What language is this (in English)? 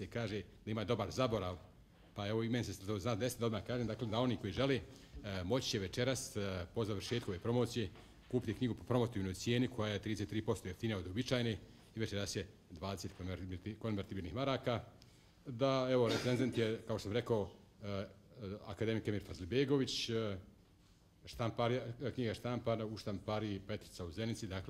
Bosnian